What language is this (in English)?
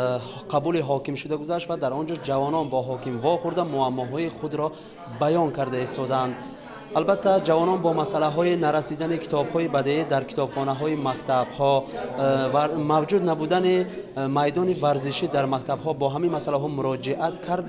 Tajik